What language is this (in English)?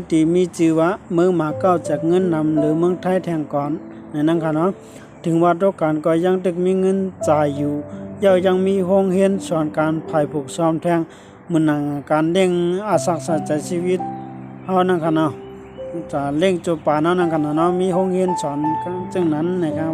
Shan